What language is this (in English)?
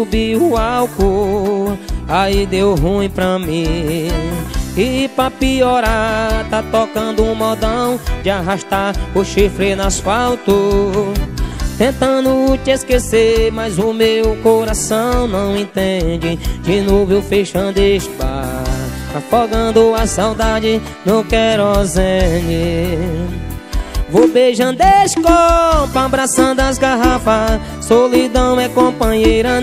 Portuguese